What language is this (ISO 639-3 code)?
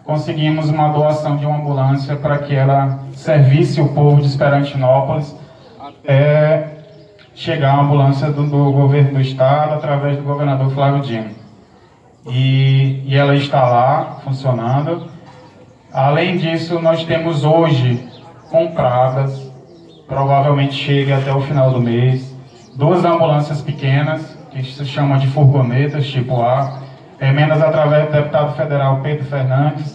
por